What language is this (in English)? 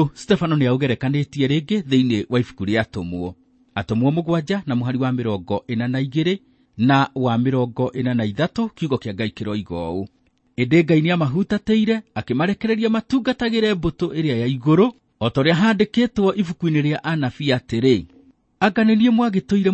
Kikuyu